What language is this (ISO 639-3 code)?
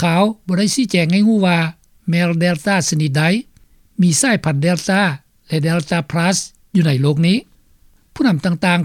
lao